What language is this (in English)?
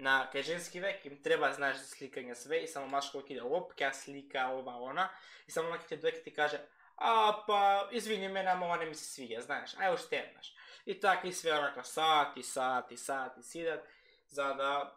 Macedonian